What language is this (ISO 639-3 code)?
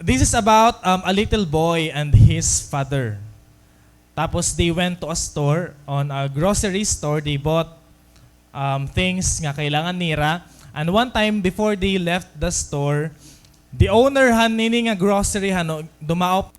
war